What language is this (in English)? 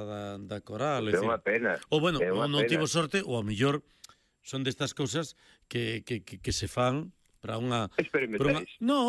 Galician